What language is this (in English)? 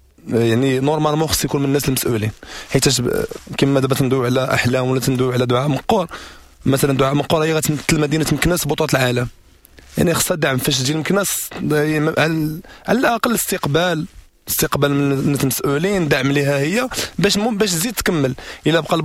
Moroccan Arabic